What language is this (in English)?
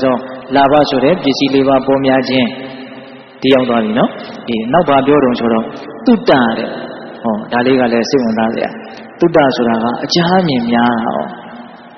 Burmese